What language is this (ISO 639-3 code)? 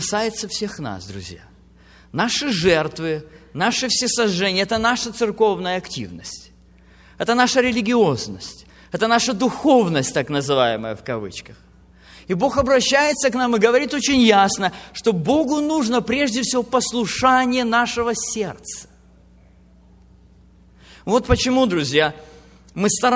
rus